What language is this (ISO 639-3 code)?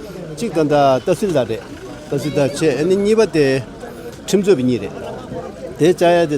bod